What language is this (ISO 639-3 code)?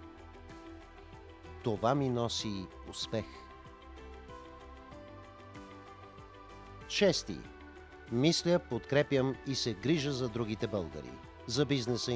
bul